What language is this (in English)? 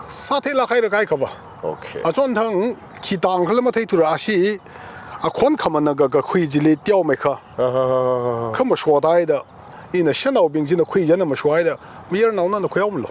Tangkhul Naga (India)